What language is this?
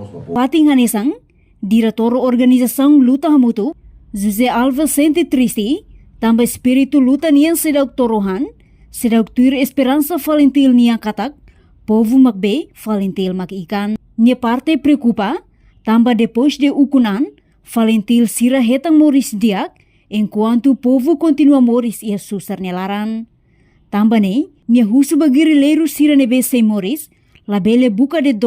Tetum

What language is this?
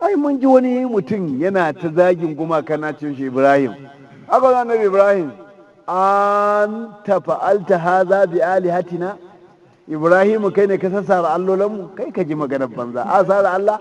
Hausa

